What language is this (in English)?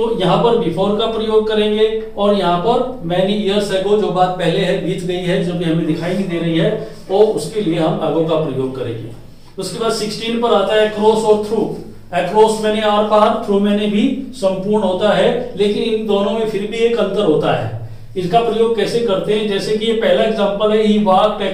Hindi